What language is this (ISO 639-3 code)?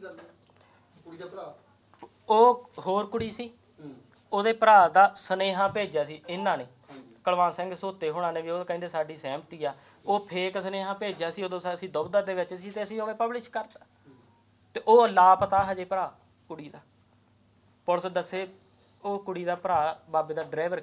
pan